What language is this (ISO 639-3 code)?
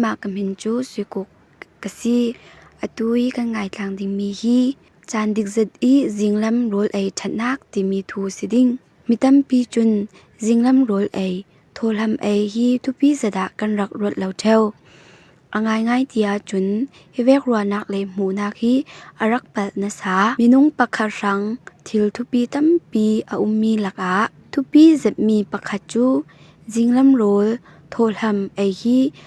cfm